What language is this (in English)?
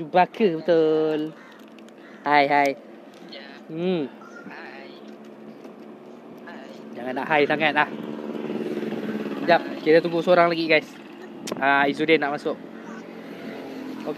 Malay